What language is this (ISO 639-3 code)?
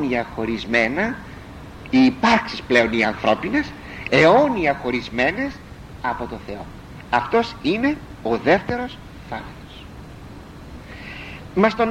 ell